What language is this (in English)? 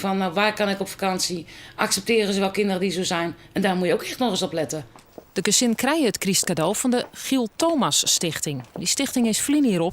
Western Frisian